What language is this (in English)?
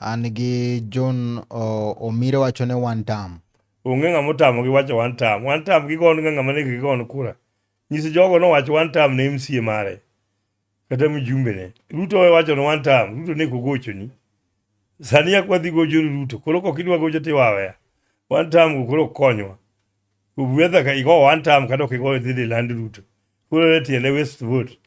Luo (Kenya and Tanzania)